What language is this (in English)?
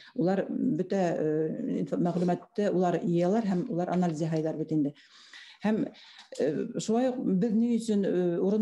Bashkir